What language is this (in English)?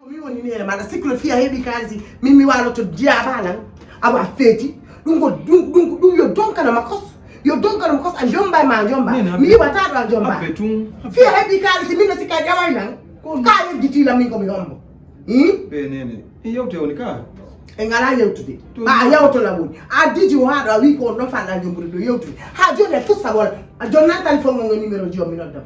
Fula